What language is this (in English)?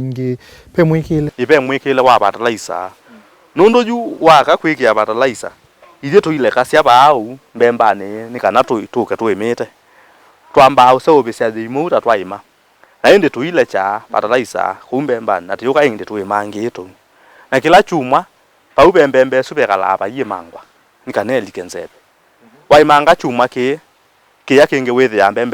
Kamba